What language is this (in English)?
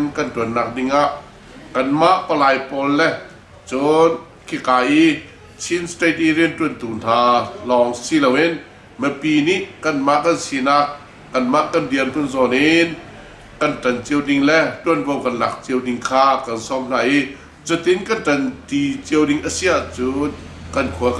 Hakha Chin